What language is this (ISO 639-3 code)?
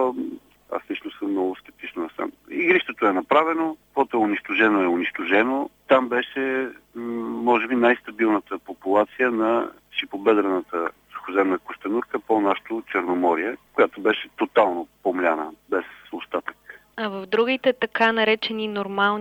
bul